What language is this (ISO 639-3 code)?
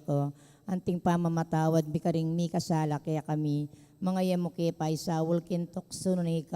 pam